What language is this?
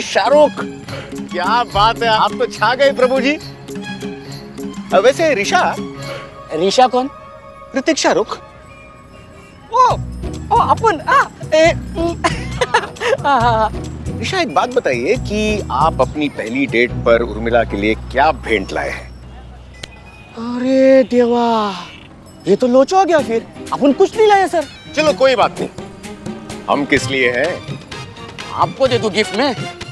Hindi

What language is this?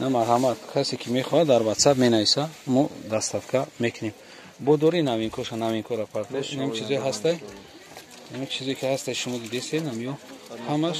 Tajik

